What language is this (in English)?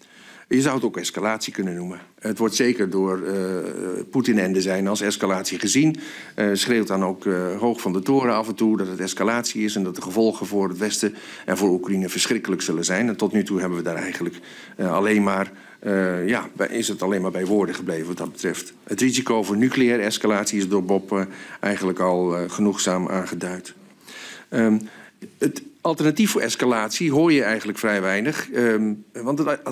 Dutch